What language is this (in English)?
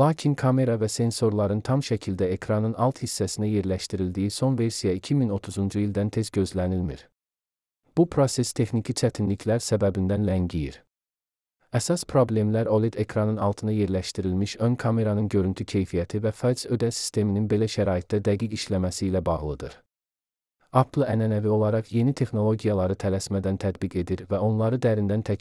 Azerbaijani